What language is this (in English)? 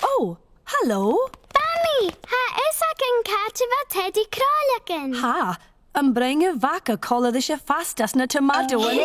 Scottish Gaelic